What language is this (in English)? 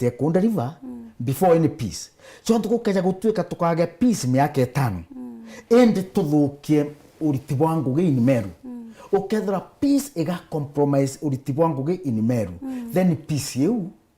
Meru